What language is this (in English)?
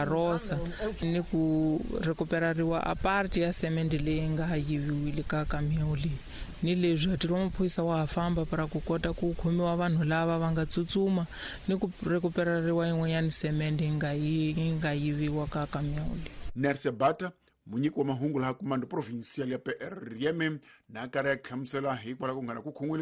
Tsonga